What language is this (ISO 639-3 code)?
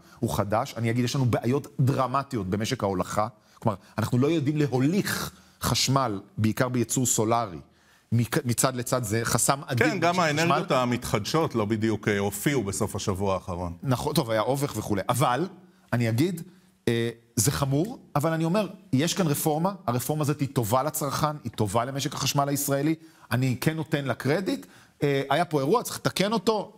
heb